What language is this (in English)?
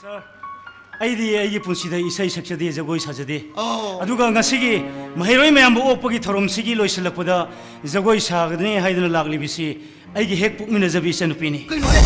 Manipuri